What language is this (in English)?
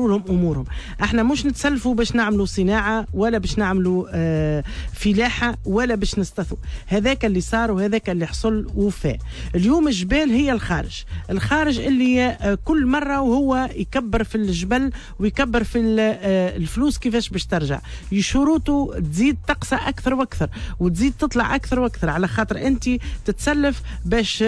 Tunisian Arabic